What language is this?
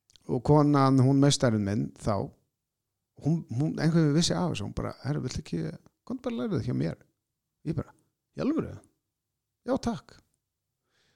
Icelandic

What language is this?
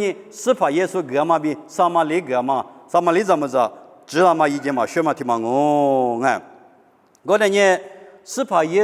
Lisu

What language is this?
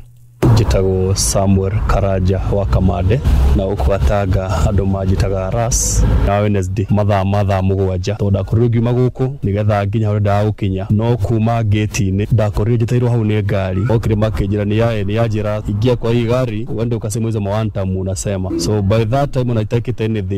Kikuyu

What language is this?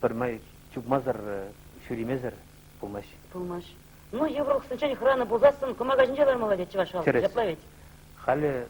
Chuvash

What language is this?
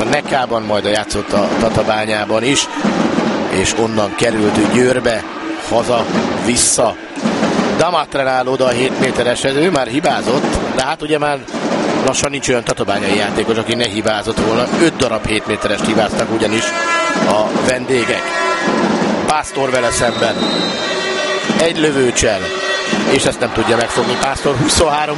Hungarian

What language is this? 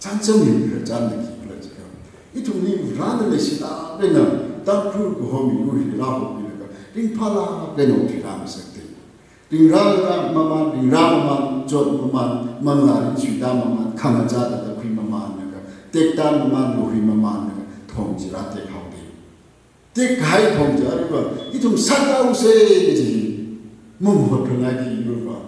Tangkhul Naga (India)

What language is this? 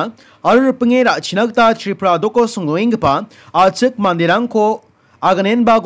Garo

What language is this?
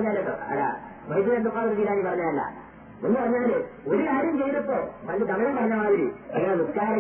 Malayalam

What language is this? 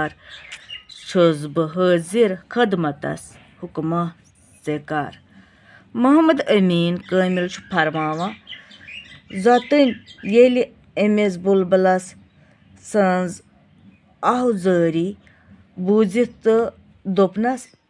Kashmiri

